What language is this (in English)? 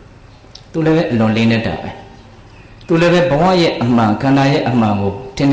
Burmese